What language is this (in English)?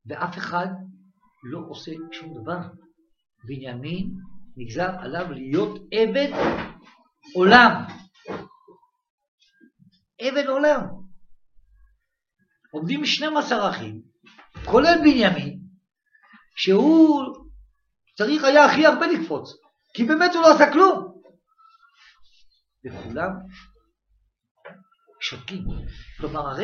Hebrew